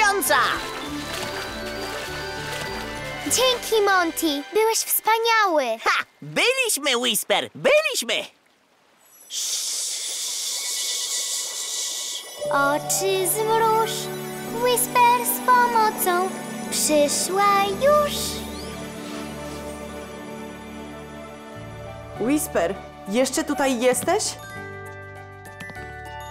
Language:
Polish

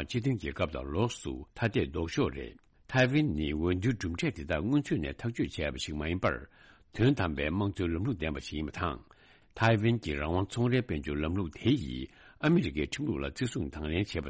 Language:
Tibetan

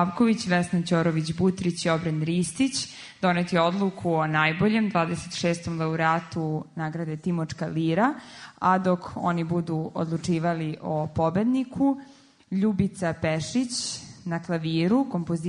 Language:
Serbian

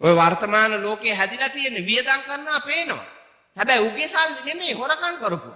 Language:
Sinhala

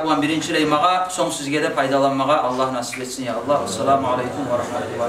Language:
Kumyk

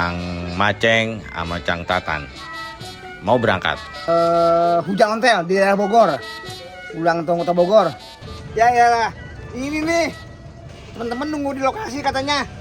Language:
Betawi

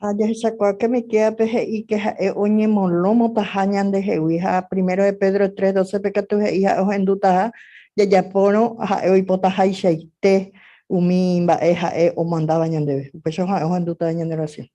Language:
Guarani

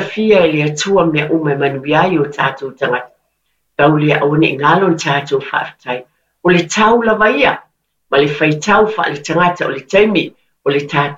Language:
Samoan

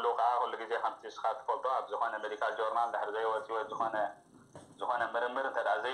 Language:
Tigrinya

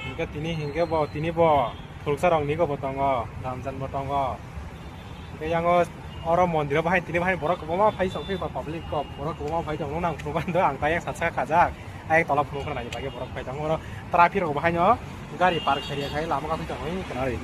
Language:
Kok Borok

